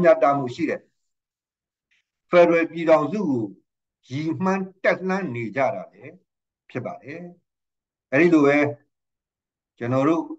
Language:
Burmese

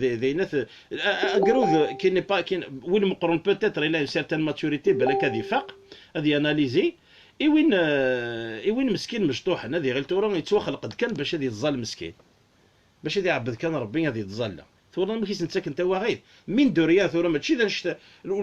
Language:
Kabyle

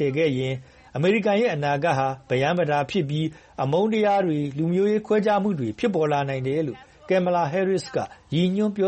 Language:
Burmese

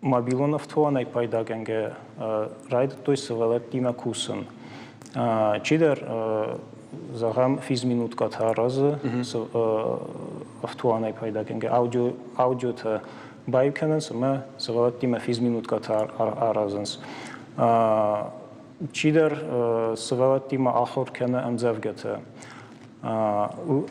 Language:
Ossetic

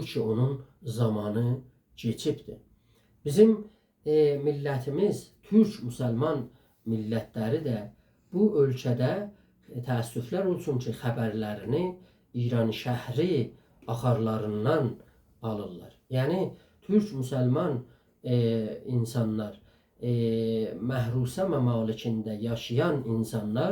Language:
South Azerbaijani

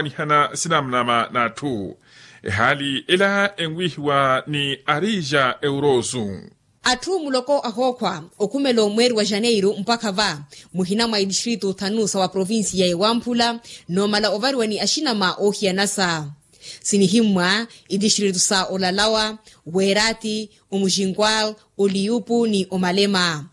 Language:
Makhuwa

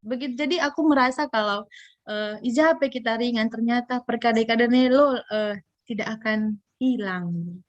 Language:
Batak Karo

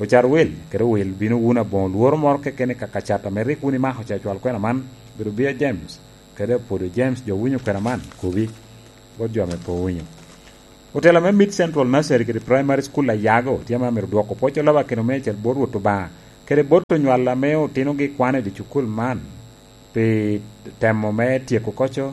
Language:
Lango (Uganda)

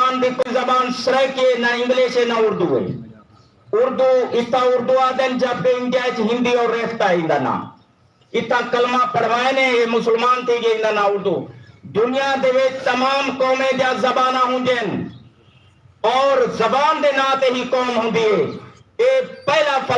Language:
Saraiki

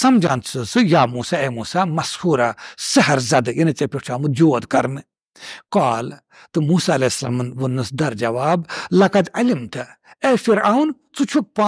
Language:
Kashmiri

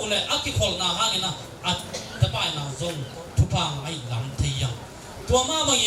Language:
Tedim Chin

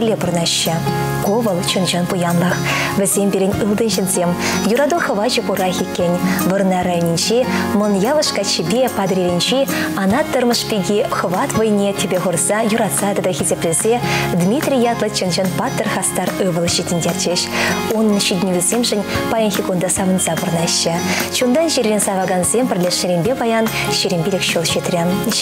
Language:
Chuvash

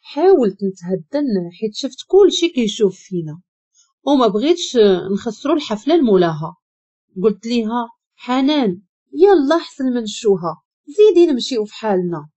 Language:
Moroccan Arabic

